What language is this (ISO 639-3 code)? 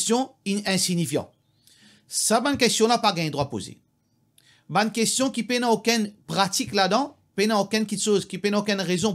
mfe